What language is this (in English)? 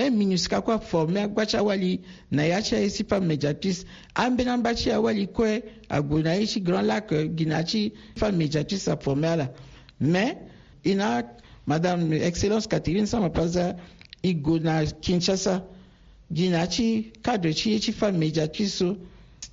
Sango